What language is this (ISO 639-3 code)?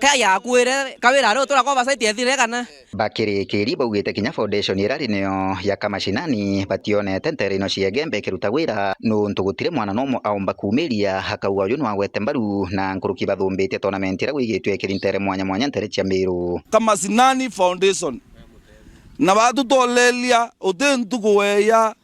mer